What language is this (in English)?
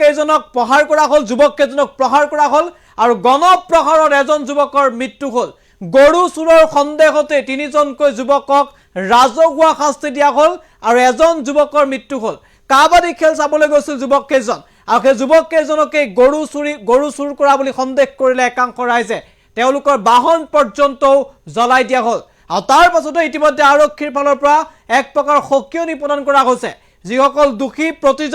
Assamese